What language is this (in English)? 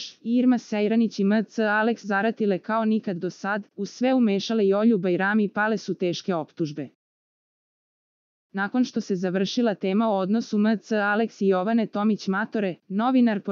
Serbian